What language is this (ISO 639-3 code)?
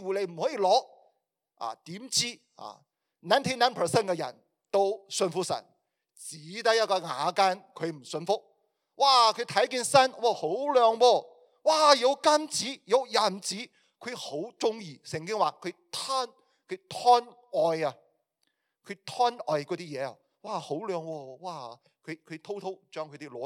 yue